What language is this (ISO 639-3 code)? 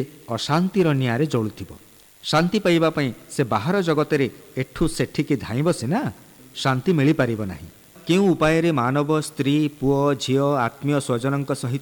ori